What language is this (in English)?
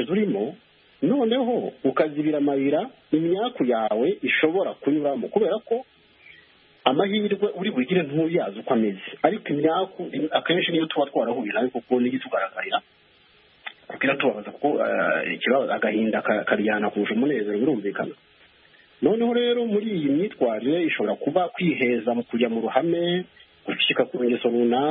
Kinyarwanda